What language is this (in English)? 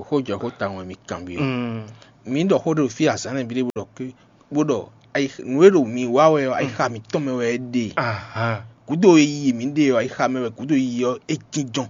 Fon